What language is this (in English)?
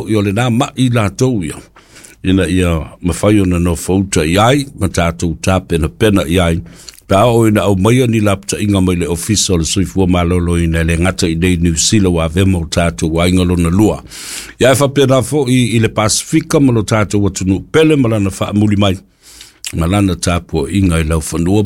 Samoan